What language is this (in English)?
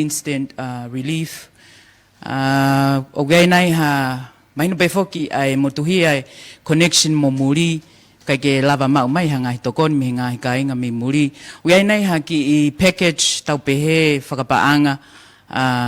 Tongan